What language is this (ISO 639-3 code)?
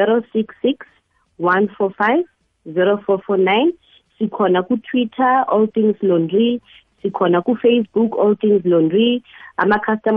nbl